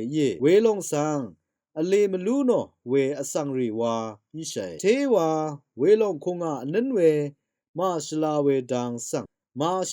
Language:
Rawang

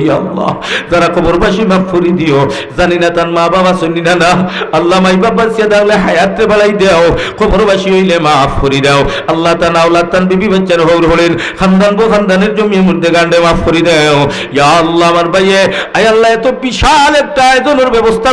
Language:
Sylheti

